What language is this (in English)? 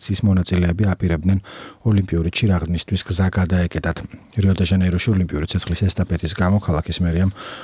Georgian